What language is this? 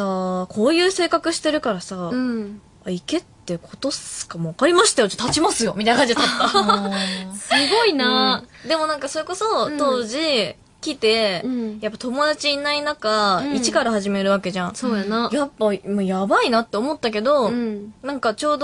Japanese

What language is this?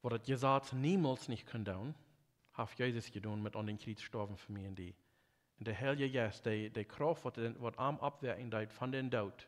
Plautdietsch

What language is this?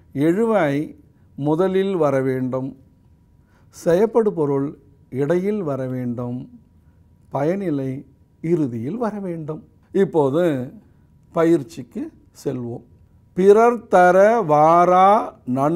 Tamil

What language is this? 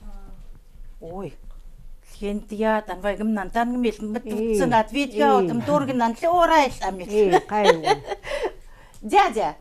Chukot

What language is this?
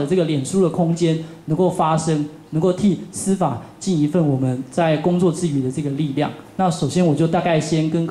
Chinese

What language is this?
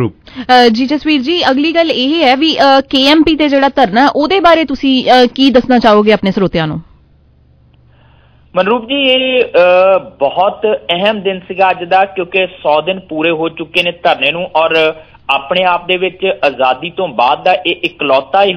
Punjabi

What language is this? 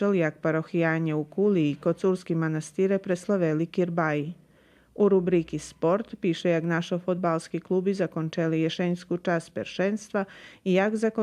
Rusyn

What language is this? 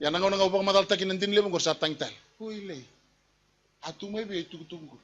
Fijian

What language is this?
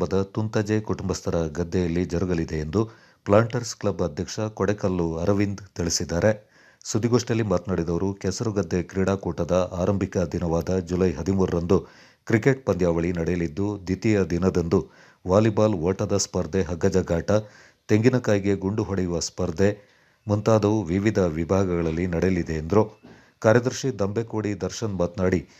Kannada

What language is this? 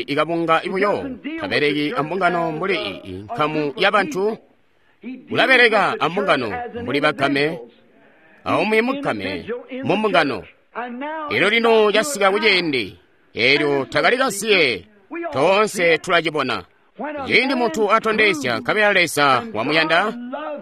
Tonga (Zambia)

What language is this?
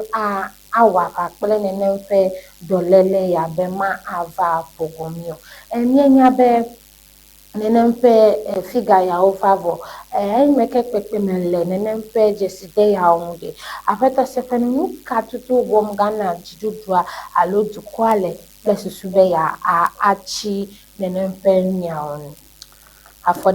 Ewe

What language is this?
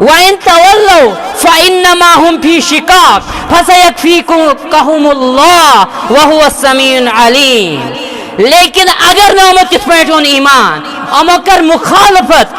Kashmiri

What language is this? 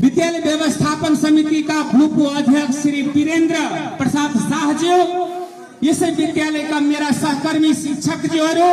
Nepali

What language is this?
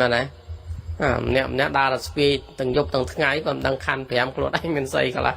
Khmer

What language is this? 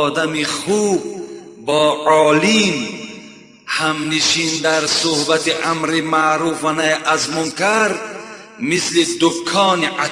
Tajik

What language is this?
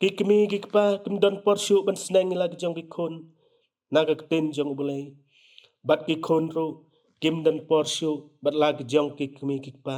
Khasi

